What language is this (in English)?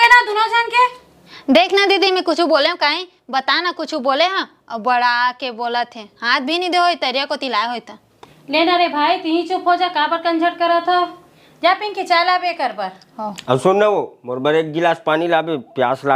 Chhattisgarhi